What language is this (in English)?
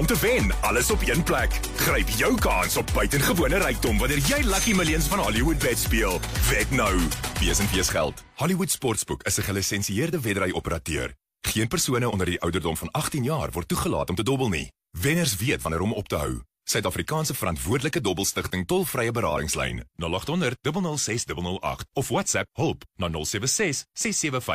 Afrikaans